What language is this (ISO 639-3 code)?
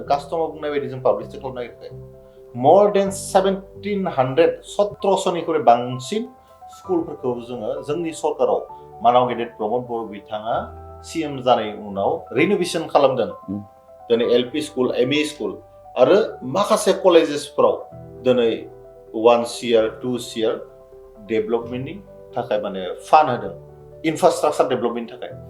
brx